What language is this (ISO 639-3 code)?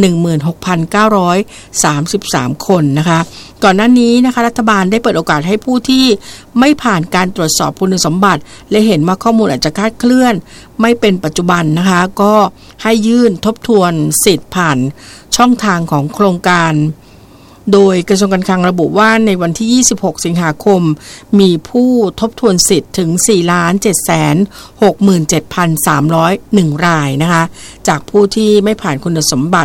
tha